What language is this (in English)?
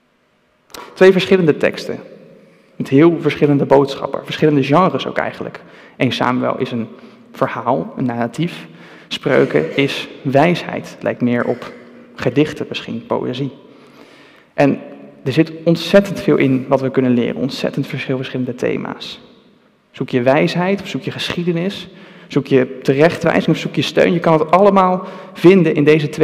Dutch